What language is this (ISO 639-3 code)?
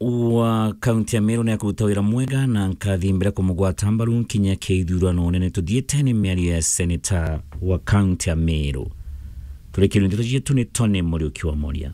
mer